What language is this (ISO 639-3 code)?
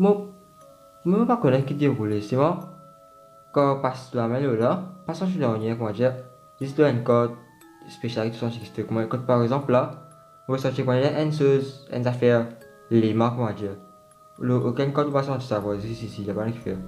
mfe